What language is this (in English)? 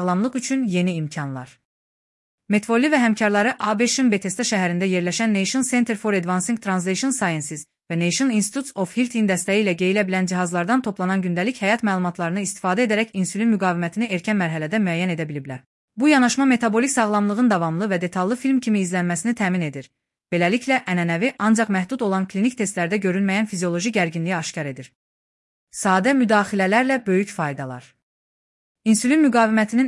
Azerbaijani